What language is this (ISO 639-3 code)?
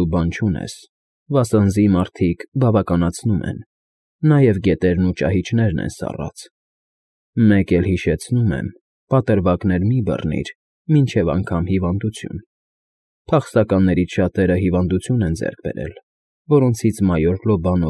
hye